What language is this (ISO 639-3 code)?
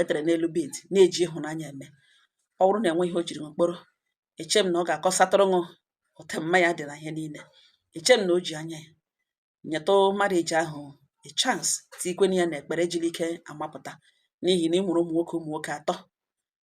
ibo